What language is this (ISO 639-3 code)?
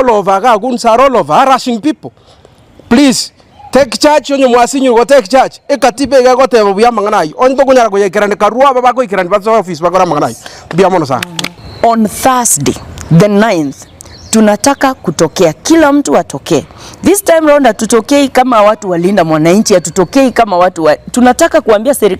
guz